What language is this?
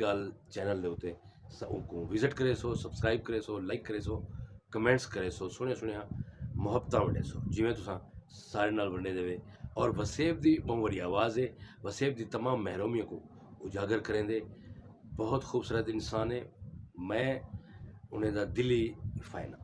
Saraiki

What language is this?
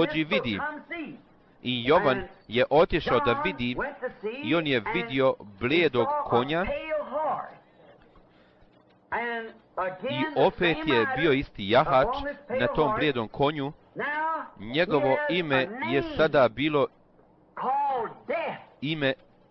Bosnian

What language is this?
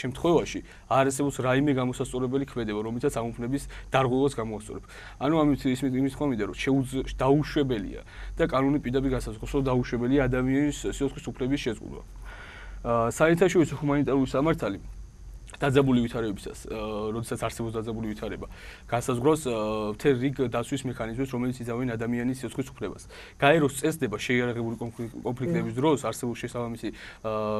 Georgian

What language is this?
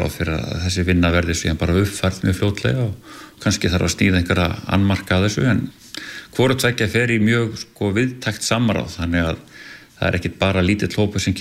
Icelandic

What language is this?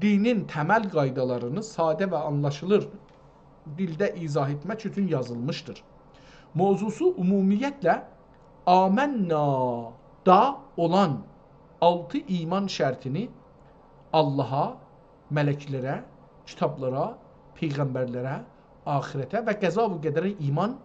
South Azerbaijani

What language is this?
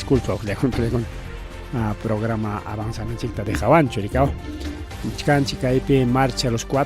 Ayacucho Quechua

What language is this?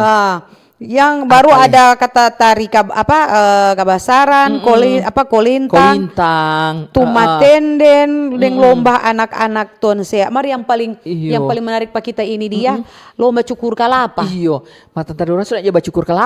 Manado Malay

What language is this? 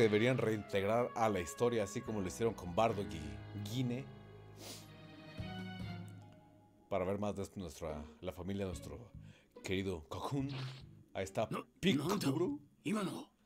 Spanish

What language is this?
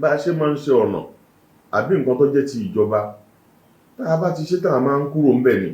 Yoruba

